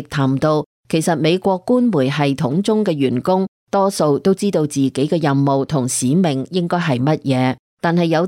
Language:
Cantonese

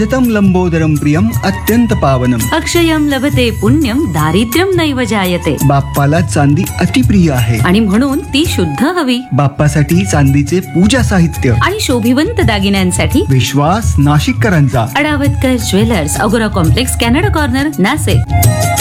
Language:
Marathi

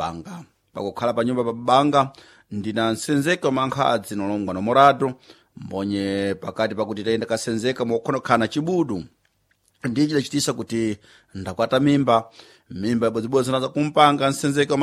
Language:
Sena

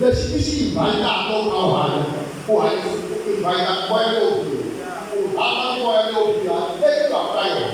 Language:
Tsonga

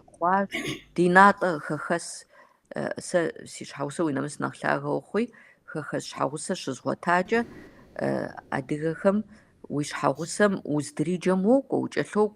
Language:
Kabardian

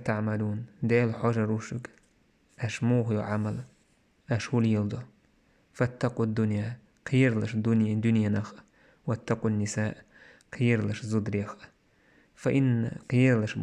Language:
Chechen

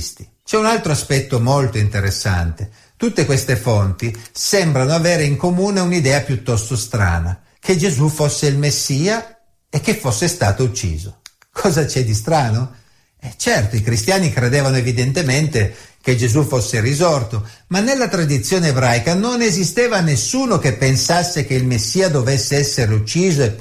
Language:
Italian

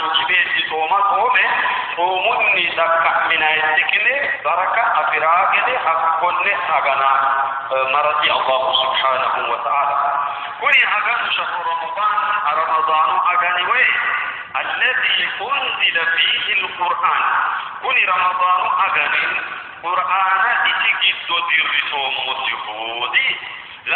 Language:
Sidamo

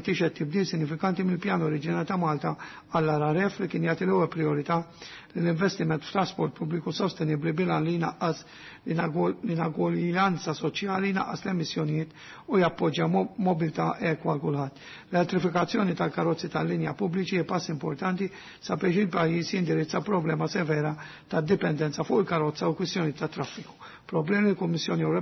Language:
Maltese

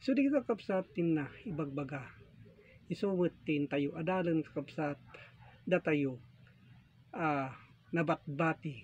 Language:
Iloko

